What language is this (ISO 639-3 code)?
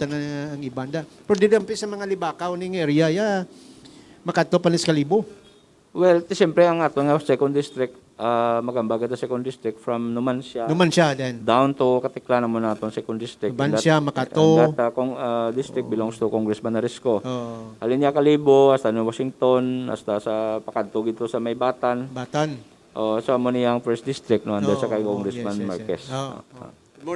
hil